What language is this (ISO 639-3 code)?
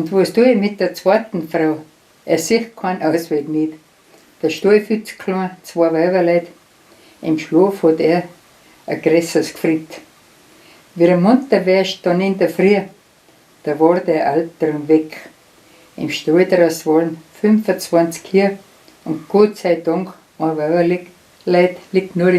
bar